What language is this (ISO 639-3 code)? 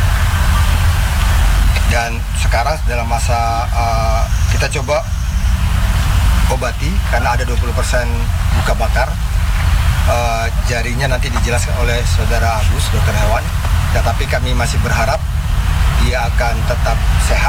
ind